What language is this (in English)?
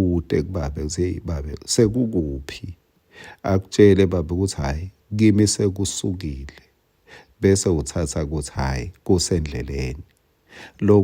Swati